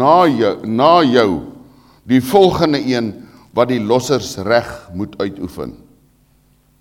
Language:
Afrikaans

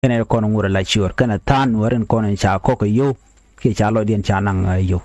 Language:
Nuer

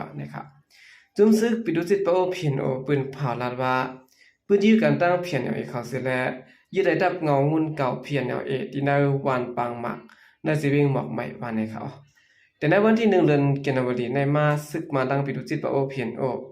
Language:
Shan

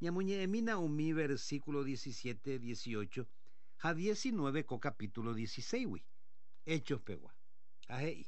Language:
Guarani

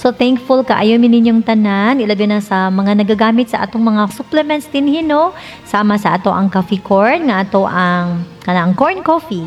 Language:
Cebuano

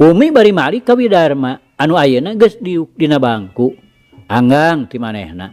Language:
Sundanese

